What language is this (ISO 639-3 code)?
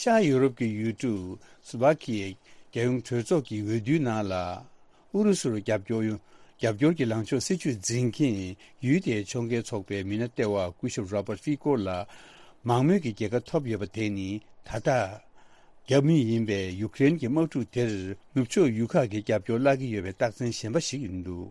bod